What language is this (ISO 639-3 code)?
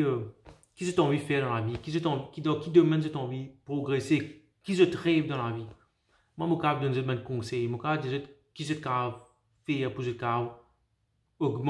mfe